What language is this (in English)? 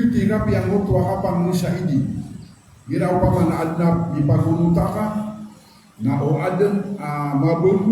Maranao